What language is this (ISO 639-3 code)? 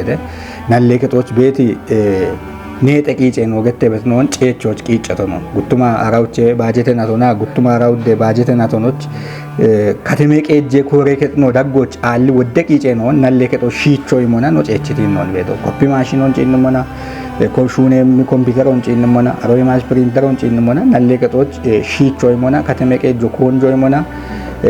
kbr